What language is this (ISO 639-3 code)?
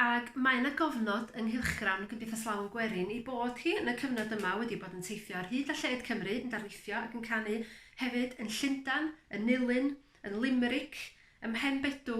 cym